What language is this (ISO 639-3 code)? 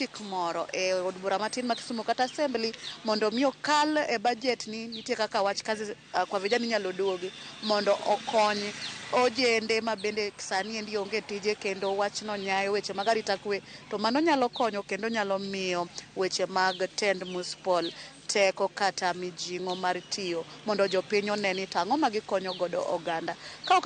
luo